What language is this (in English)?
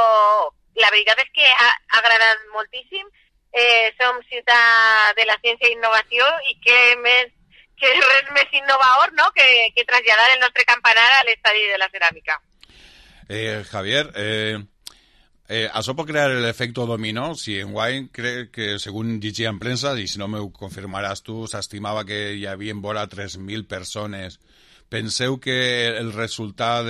Catalan